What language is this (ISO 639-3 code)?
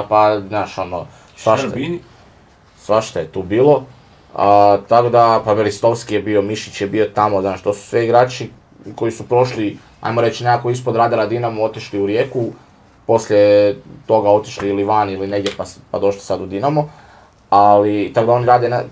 hrv